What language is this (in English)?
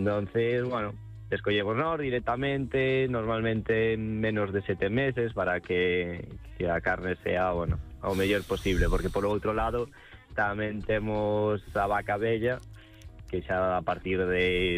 Galician